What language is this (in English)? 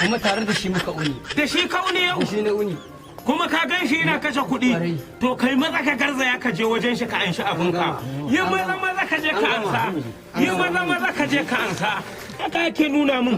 Hausa